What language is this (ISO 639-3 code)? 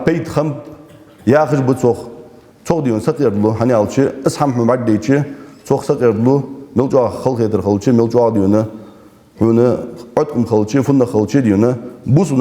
inh